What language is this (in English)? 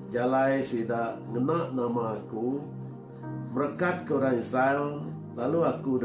Iban